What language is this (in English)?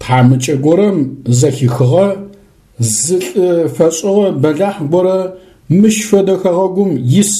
Adyghe